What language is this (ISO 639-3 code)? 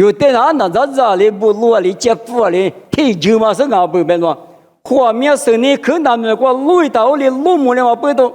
lis